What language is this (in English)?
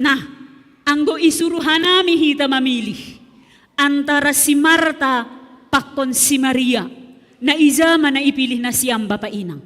Batak Simalungun